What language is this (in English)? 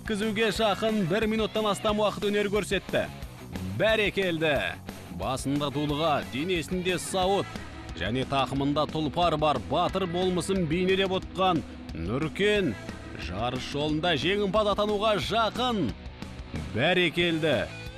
Kazakh